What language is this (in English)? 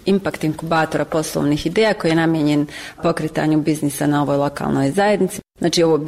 Bosnian